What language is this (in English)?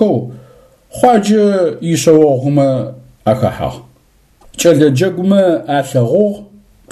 Adyghe